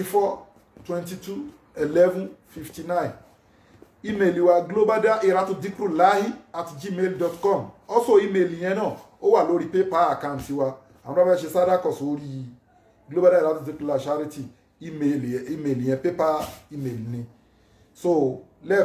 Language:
Yoruba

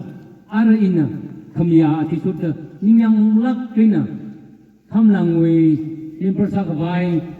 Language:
Tangkhul Naga (India)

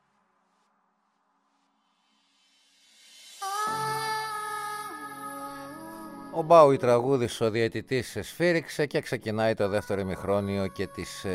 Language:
Greek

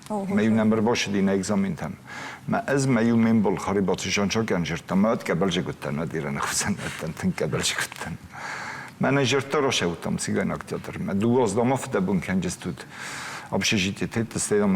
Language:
Ossetic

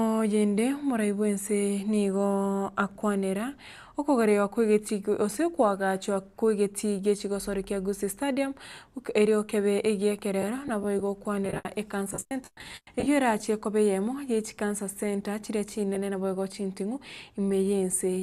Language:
Gusii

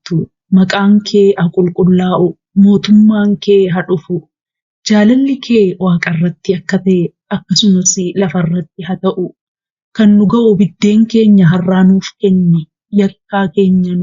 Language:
Oromo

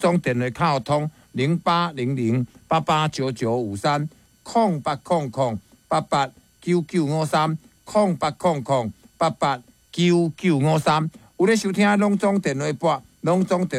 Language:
Min Nan Chinese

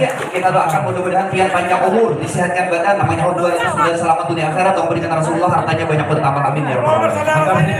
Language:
Banjar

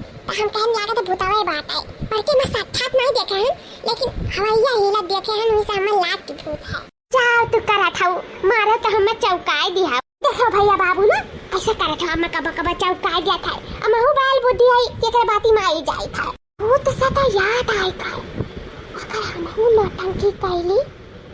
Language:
Awadhi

